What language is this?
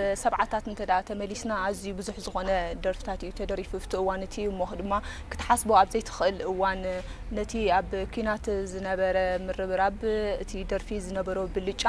Tigrinya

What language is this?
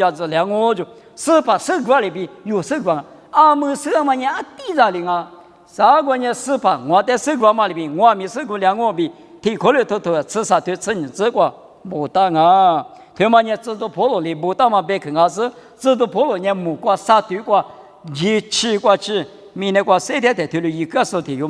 Lisu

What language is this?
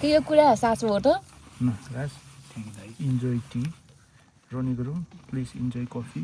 Nepali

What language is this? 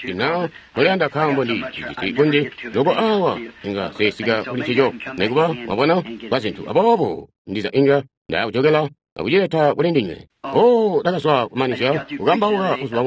Tonga (Zambia)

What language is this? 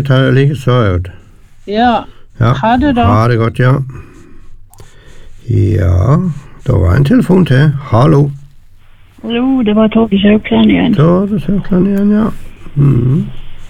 Norwegian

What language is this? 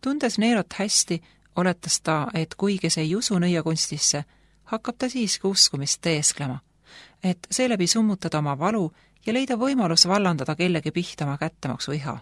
Estonian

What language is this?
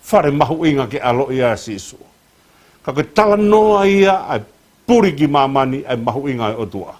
Tongan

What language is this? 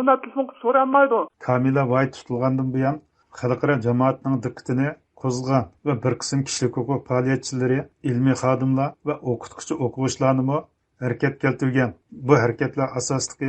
Uyghur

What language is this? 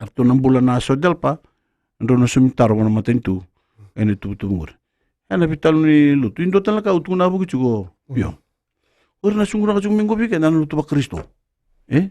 Fijian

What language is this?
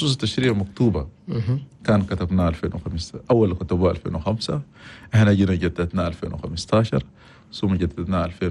Chadian Arabic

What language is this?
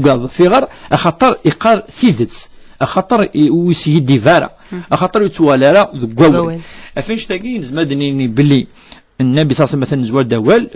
Kabyle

